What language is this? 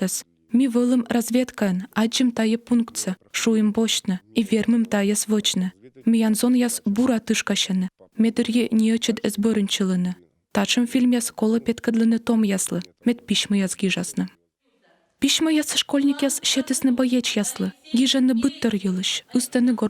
Komi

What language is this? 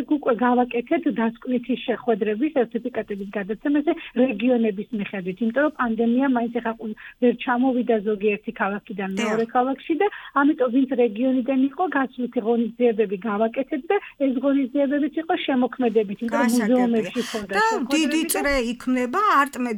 Georgian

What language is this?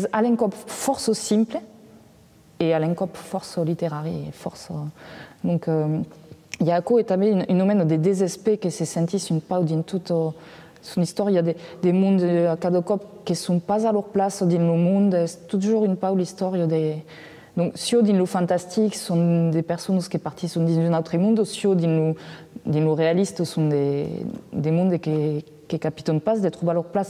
Occitan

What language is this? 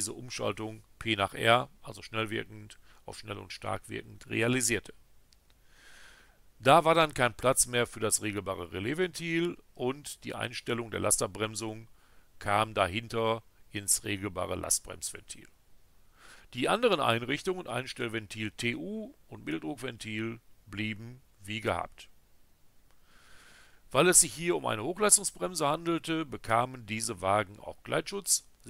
German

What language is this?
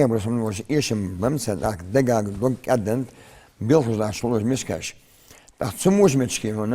Ingush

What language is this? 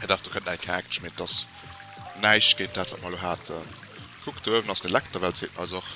Luxembourgish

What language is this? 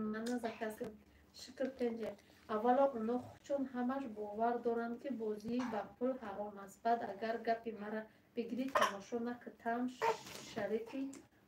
Tajik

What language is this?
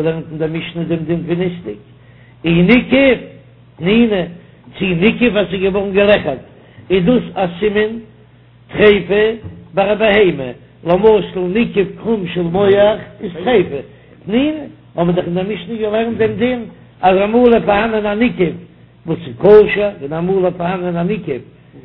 Yiddish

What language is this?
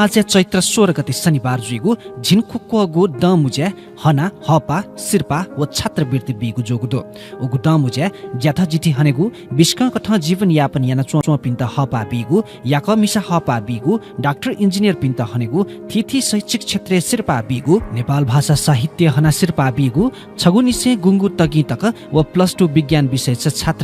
Newari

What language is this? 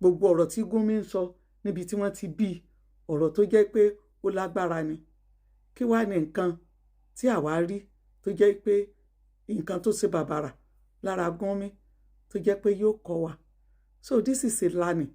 Yoruba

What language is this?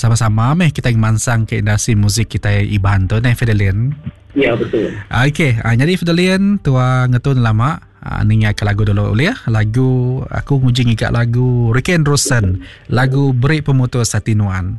Iban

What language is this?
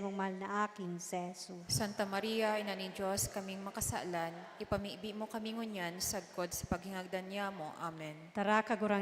Bikol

